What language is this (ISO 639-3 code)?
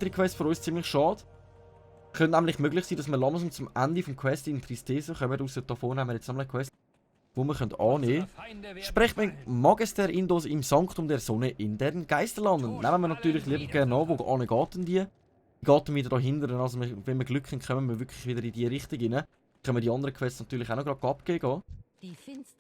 gsw